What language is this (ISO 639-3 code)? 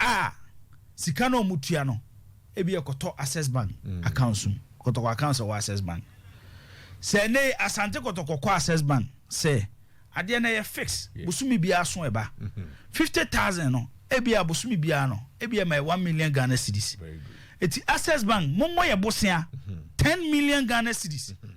aka